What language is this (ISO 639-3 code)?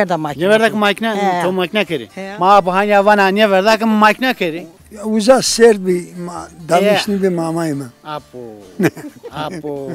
zza